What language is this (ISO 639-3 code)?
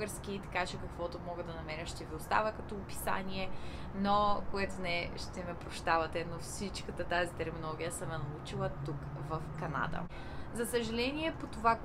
bul